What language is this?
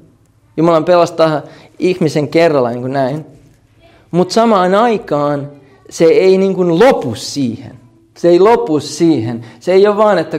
Finnish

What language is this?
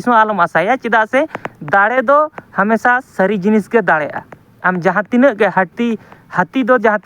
Santali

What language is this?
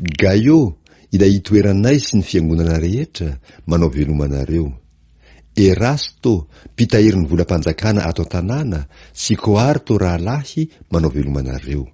Malagasy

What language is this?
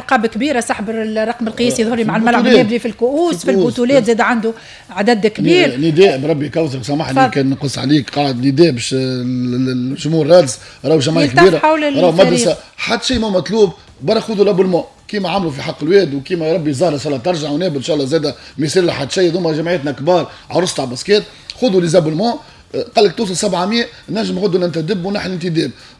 Tunisian Arabic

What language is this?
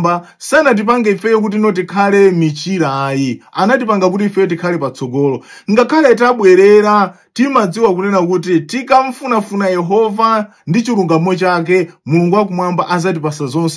Nyanja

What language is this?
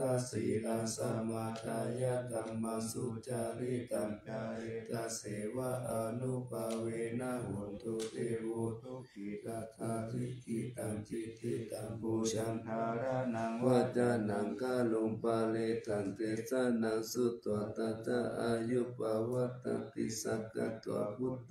Pali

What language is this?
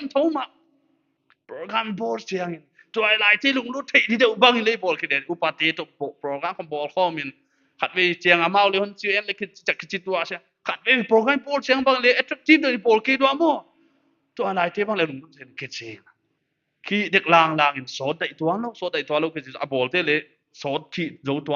Paite Chin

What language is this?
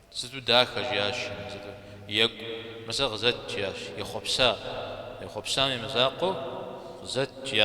Kabardian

